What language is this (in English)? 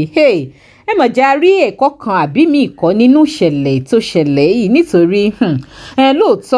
Yoruba